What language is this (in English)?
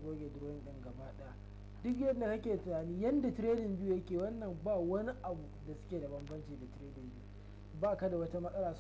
Hausa